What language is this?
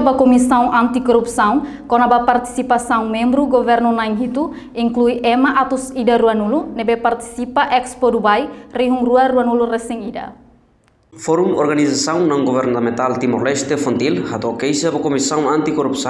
Tetum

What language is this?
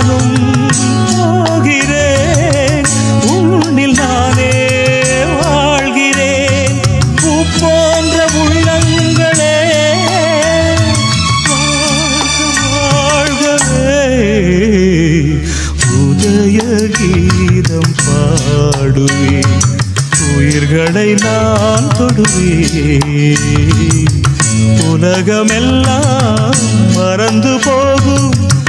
Tamil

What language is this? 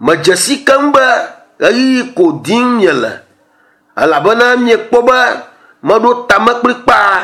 Ewe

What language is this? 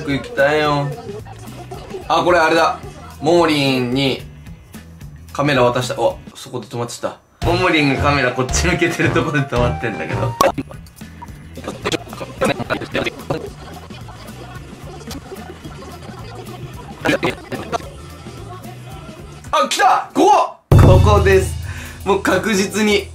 Japanese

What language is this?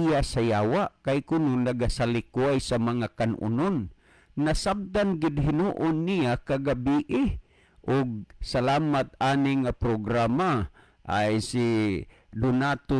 Cebuano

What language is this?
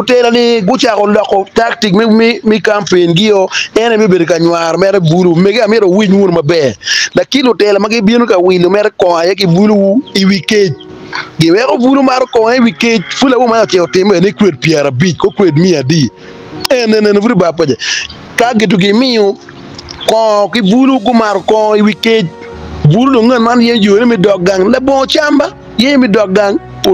Acoli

